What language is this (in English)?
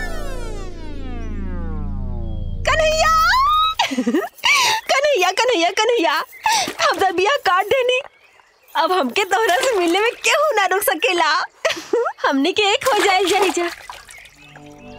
Bhojpuri